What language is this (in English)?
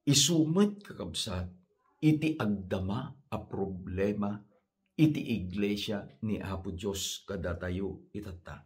Iloko